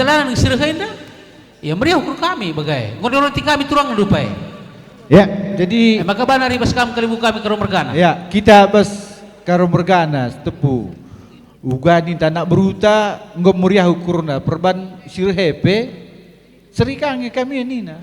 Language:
Batak Karo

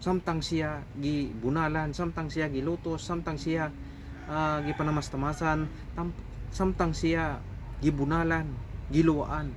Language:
Cebuano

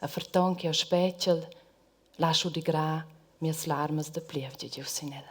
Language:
Romansh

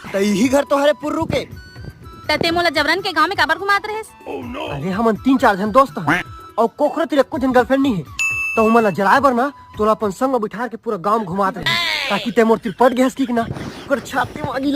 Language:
Chhattisgarhi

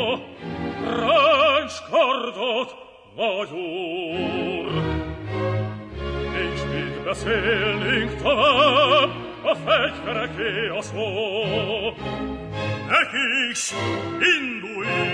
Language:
Hungarian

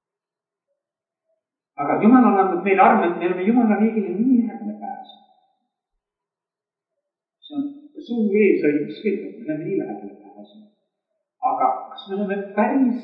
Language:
Estonian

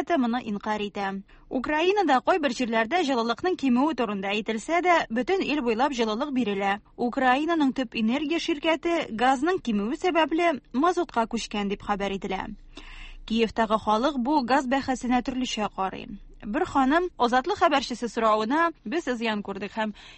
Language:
Tatar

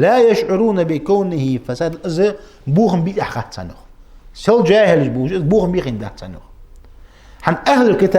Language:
Ingush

